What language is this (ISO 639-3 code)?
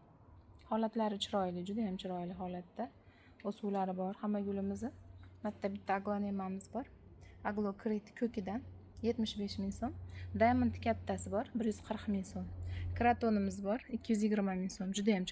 uzb